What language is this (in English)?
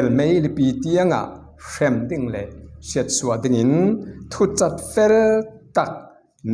Falam Chin